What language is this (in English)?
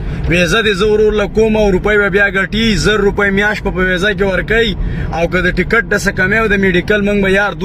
Pashto